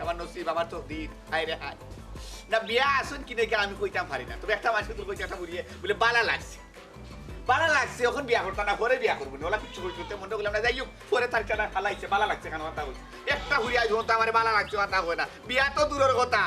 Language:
Sylheti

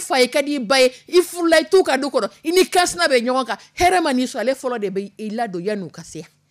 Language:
Dyula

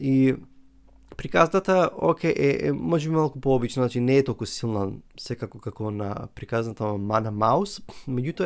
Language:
Macedonian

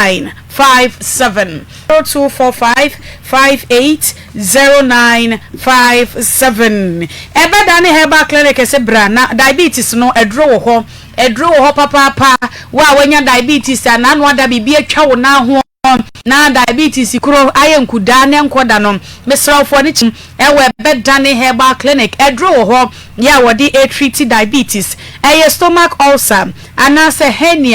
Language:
Akan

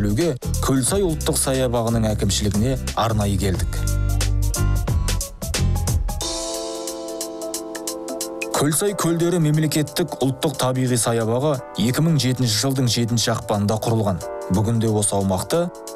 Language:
Kazakh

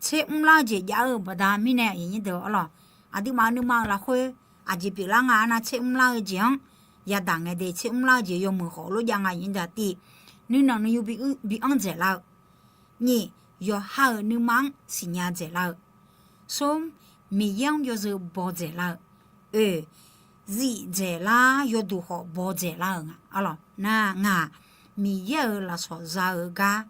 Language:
Akha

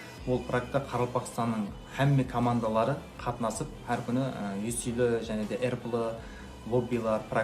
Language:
Kara-Kalpak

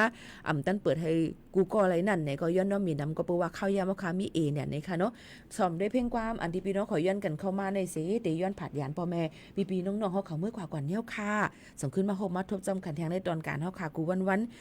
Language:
Shan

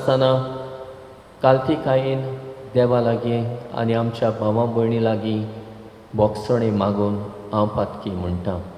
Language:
Konkani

